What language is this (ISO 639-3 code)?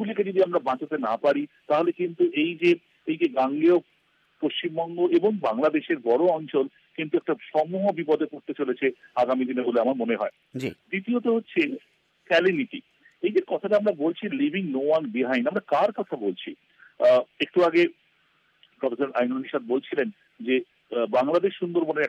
ben